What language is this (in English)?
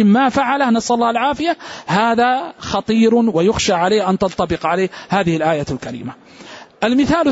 Arabic